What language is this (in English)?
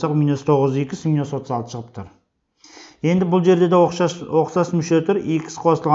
Kazakh